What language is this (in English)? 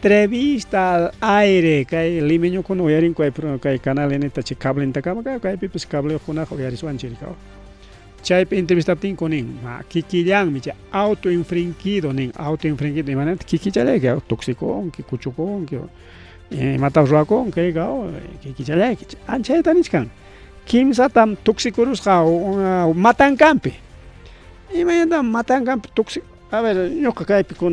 Ayacucho Quechua